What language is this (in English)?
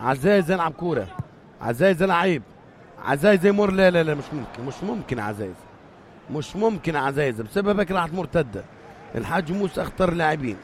North Levantine Arabic